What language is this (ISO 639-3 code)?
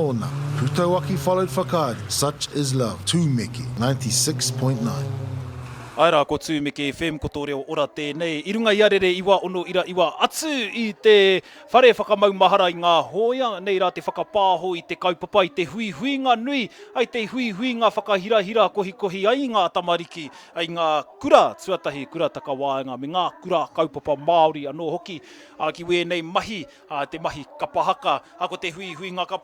mri